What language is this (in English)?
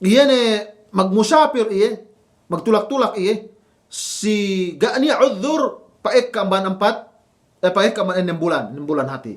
Yakan